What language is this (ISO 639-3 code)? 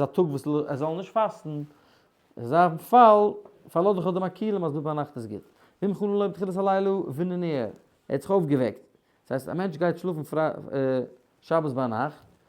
yid